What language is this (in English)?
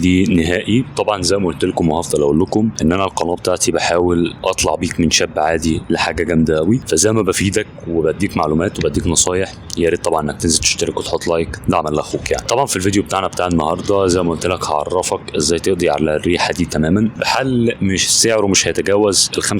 Egyptian Arabic